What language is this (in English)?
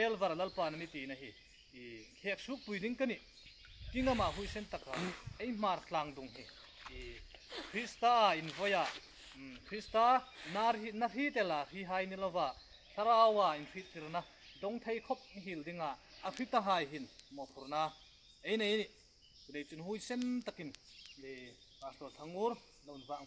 Hmar